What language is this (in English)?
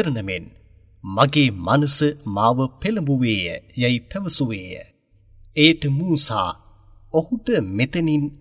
Sinhala